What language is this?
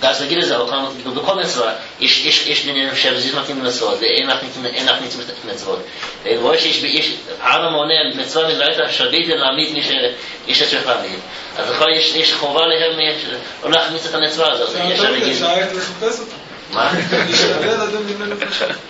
Hebrew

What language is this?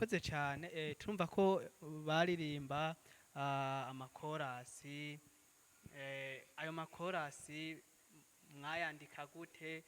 Rundi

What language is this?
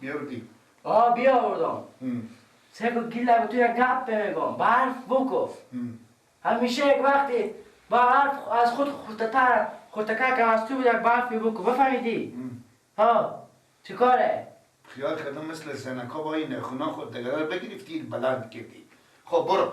Persian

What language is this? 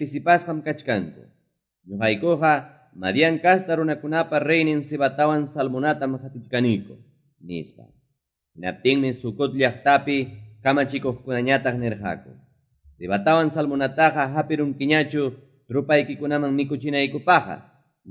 Quechua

